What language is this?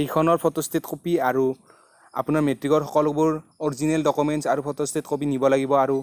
Assamese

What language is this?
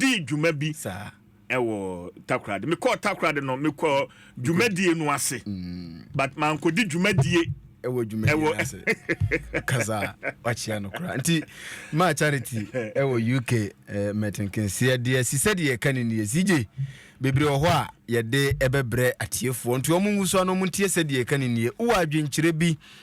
Akan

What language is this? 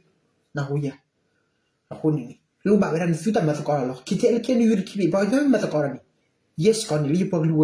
S'gaw Karen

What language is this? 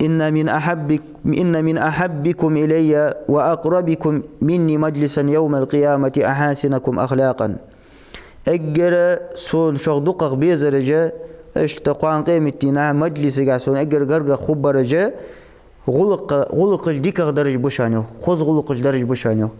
Ingush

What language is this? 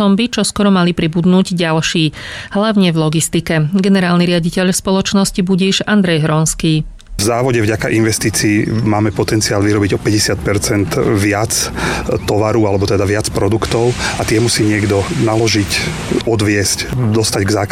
Slovak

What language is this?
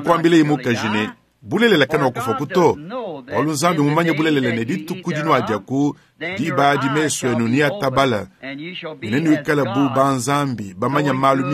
Luba-Lulua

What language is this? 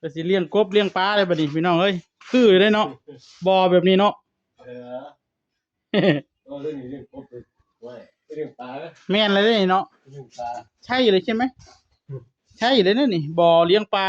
Northeastern Thai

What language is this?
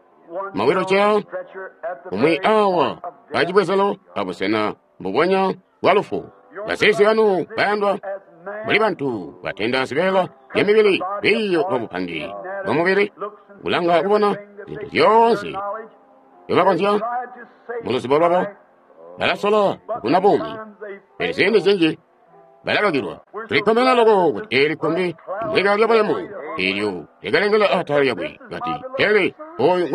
Tonga (Zambia)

